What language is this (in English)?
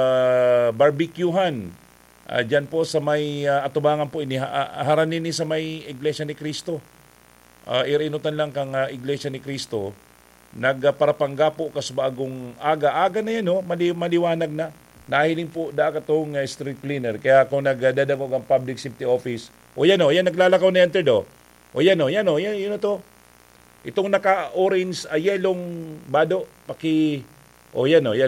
Bikol